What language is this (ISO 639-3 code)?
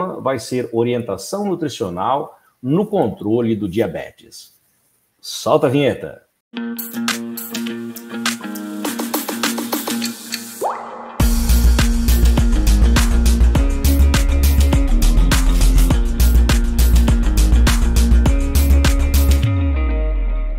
por